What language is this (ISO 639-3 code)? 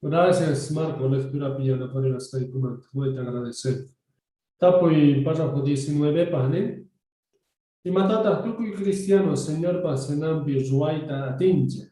que